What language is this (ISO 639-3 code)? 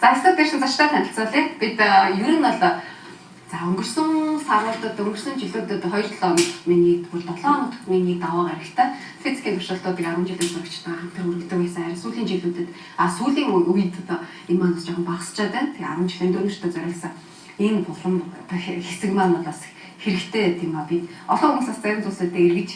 mon